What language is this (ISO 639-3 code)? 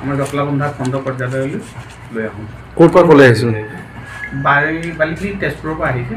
asm